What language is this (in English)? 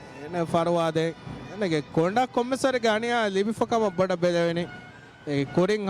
Divehi